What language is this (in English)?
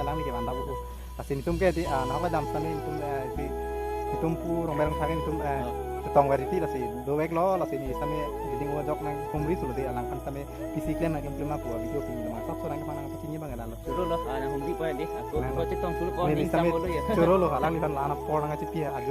Karbi